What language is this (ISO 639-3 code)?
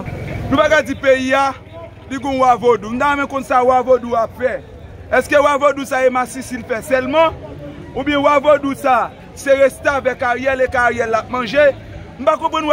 hat